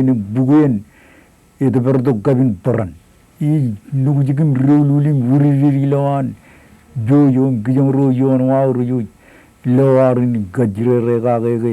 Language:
Marshallese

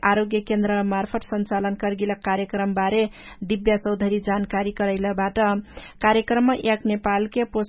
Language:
Dangaura Tharu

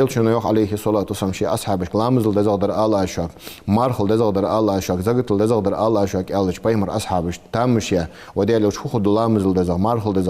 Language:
Ingush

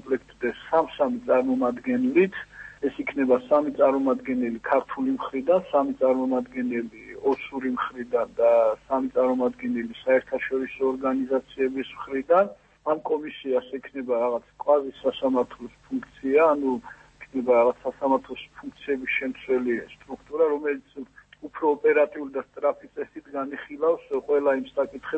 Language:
Georgian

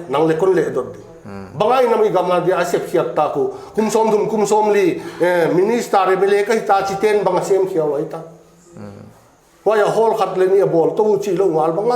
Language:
Paite Chin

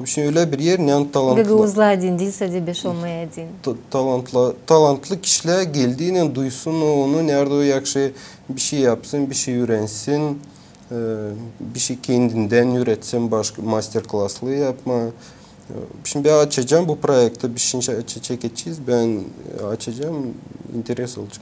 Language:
Gagauz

